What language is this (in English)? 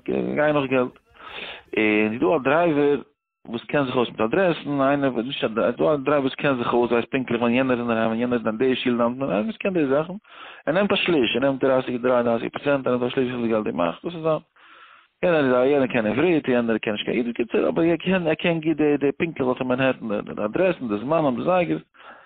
Yiddish